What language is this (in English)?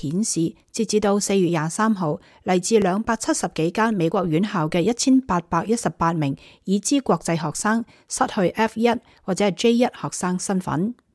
Cantonese